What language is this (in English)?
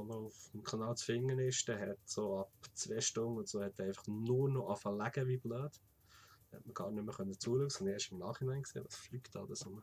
Swiss German